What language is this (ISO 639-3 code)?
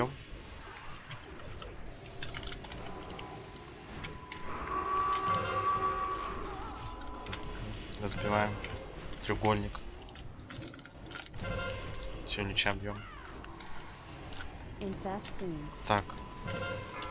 rus